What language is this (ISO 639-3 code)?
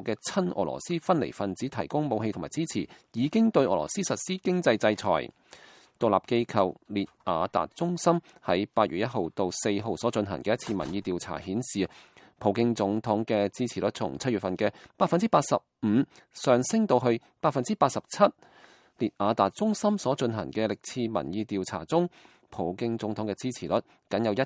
yue